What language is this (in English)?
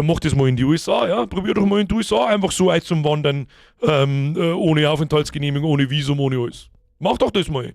Bavarian